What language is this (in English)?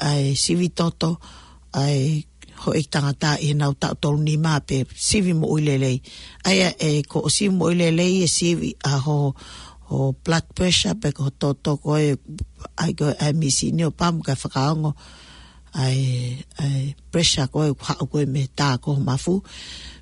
Tongan